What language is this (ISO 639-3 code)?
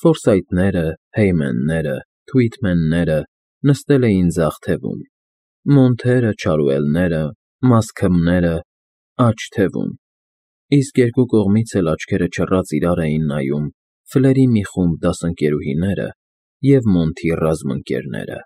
hye